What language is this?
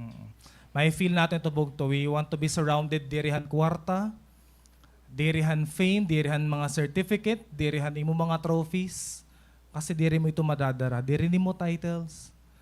Waray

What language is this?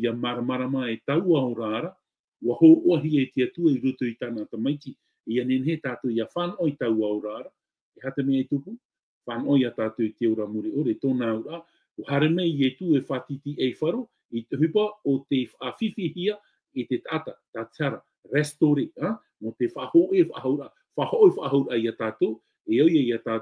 Tahitian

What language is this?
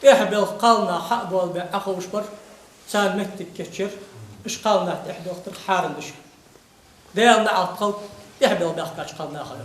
Ingush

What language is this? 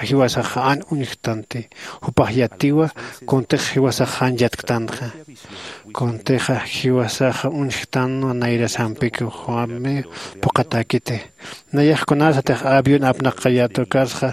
Aymara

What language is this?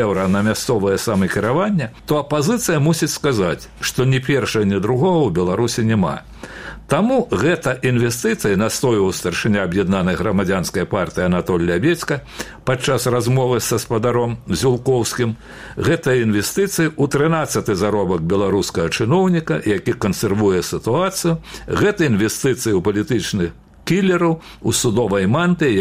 Belarusian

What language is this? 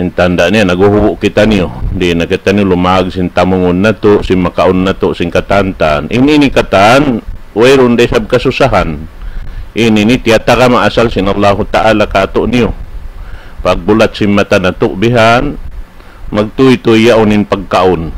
Tausug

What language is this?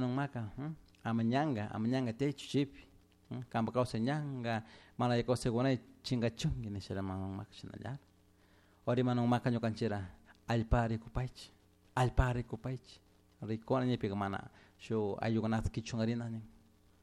Chimborazo Highland Quichua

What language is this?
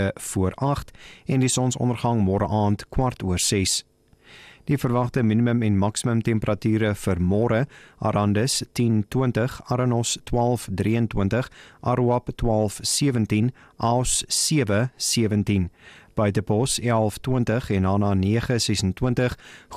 Afrikaans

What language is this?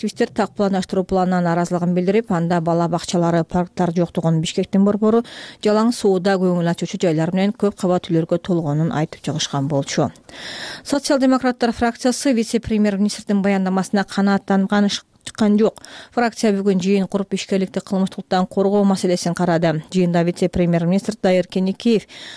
Kyrgyz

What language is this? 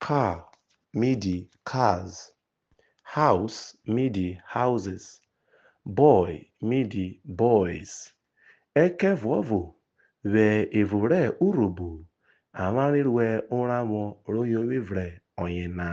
Urhobo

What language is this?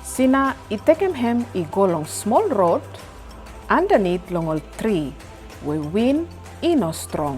Bislama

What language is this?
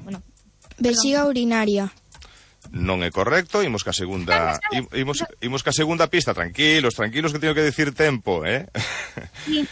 Galician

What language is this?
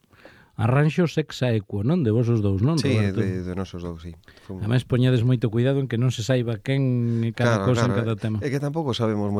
Galician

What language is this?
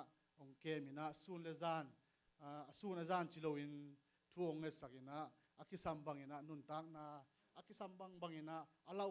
Tedim Chin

